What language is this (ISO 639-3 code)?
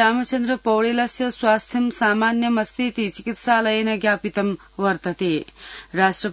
san